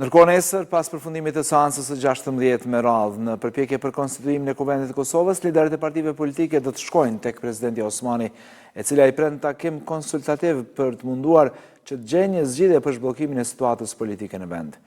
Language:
Albanian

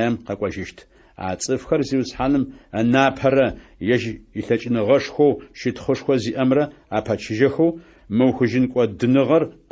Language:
Adyghe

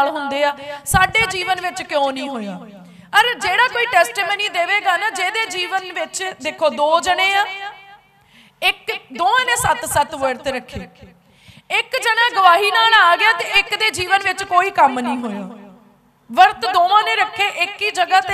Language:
Punjabi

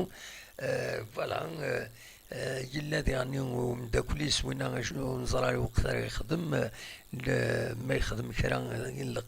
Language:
Kabyle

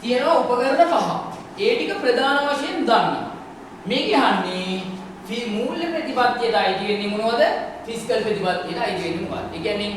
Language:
Sinhala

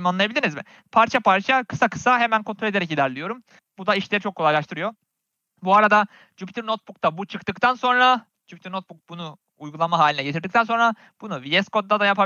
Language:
Turkish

